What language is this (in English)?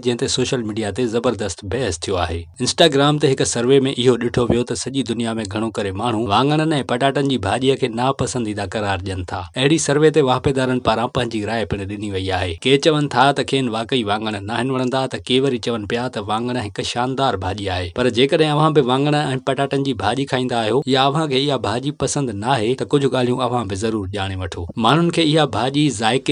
Sindhi